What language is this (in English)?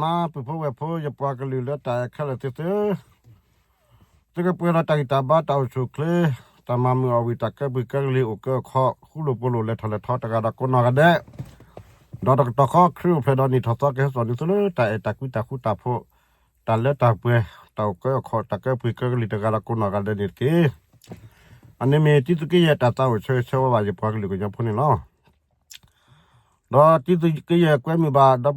S'gaw Karen